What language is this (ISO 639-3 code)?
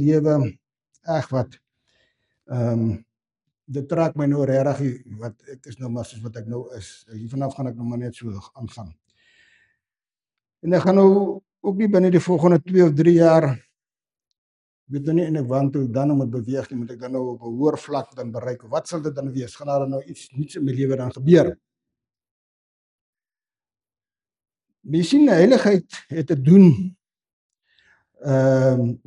afr